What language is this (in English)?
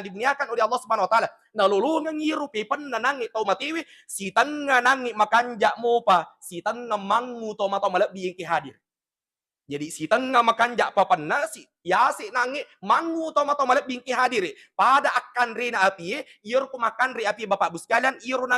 Buginese